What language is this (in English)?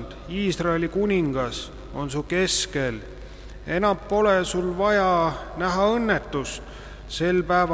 Estonian